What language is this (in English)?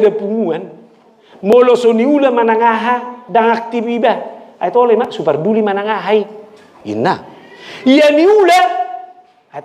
Batak Toba